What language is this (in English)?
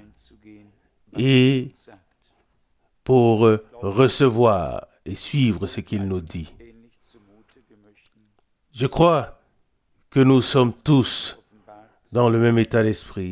French